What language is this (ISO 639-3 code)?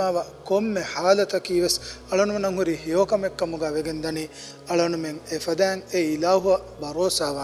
div